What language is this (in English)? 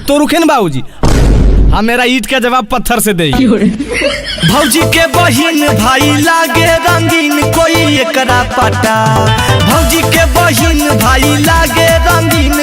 Magahi